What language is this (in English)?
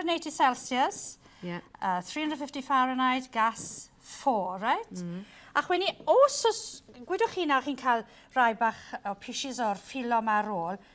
Welsh